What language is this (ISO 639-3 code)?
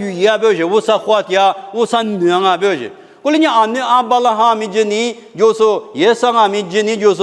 lis